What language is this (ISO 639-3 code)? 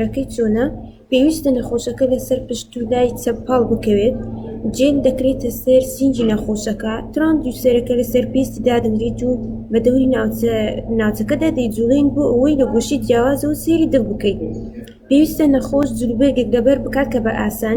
ckb